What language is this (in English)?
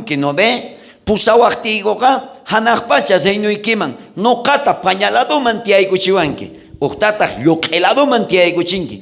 South Bolivian Quechua